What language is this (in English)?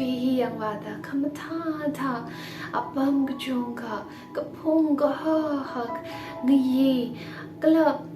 Tangkhul Naga (India)